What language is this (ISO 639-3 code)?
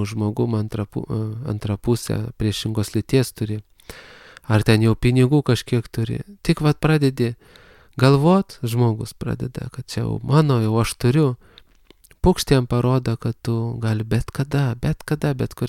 lit